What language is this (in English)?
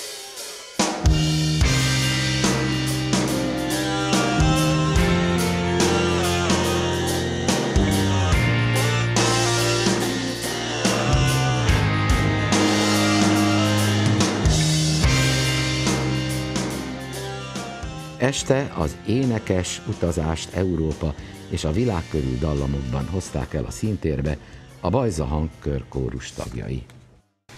Hungarian